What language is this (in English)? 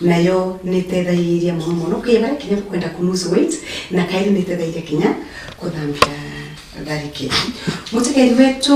Meru